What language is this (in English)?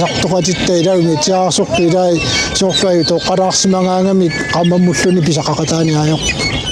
Kalaallisut